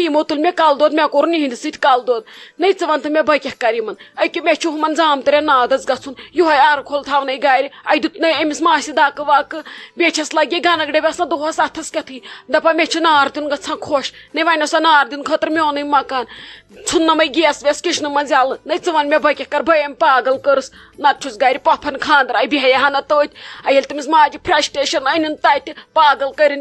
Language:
Kashmiri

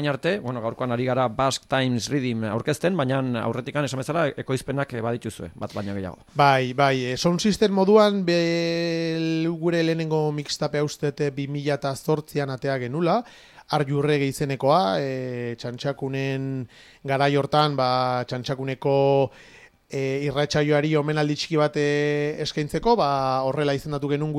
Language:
Basque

